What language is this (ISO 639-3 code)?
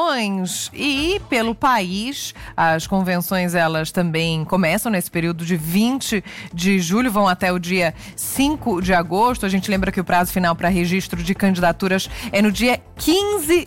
por